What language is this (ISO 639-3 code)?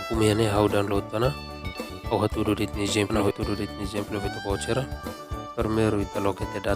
tet